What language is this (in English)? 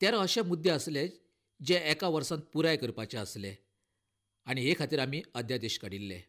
Konkani